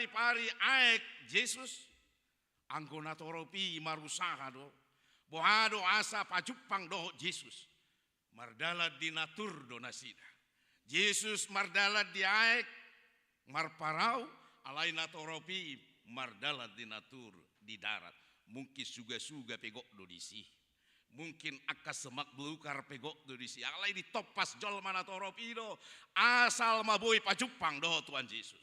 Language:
Batak Toba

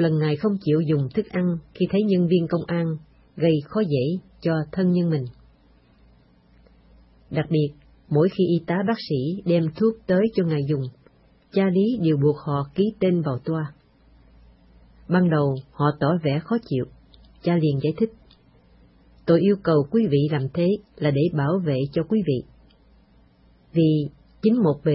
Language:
Vietnamese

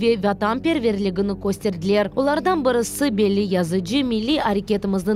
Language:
Crimean Tatar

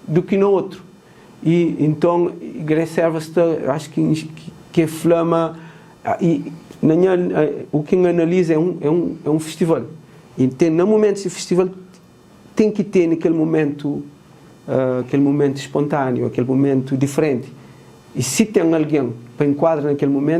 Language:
Kabuverdianu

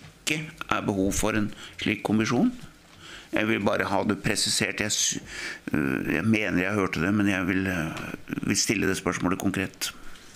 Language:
Norwegian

